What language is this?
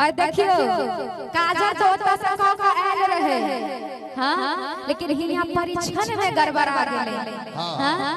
Maithili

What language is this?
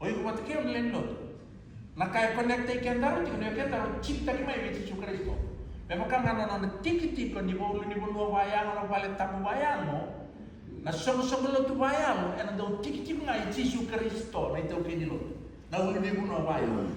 Fijian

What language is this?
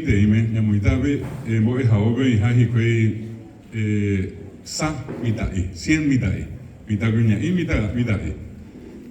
Guarani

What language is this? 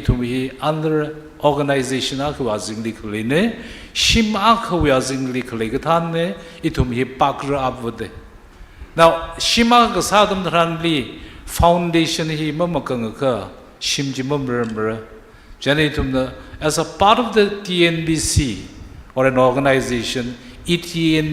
Tangkhul Naga (India)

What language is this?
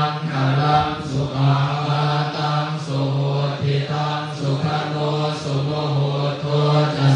Pali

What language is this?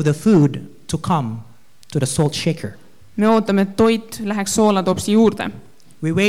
Estonian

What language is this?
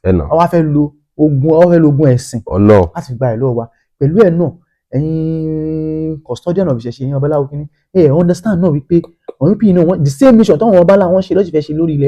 Yoruba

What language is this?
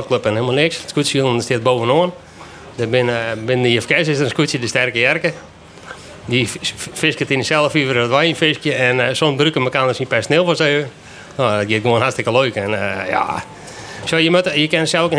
Western Frisian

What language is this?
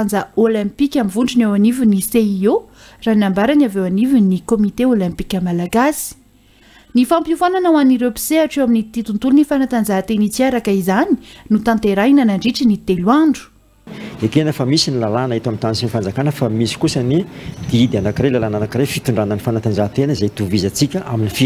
Malagasy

